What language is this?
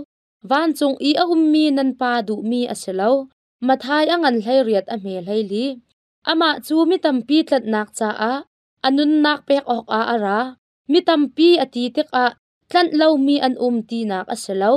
Hakha Chin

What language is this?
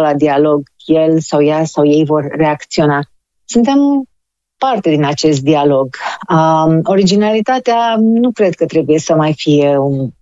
Romanian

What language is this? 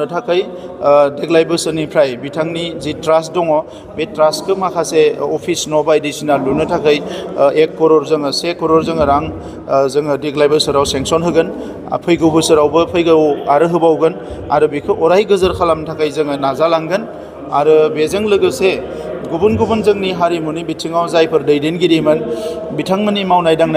Bodo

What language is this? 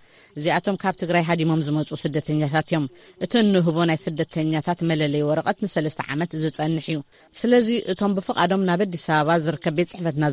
Tigrinya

